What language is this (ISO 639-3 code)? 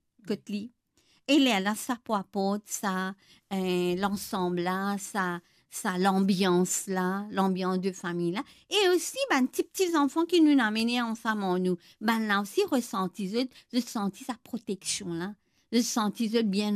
mfe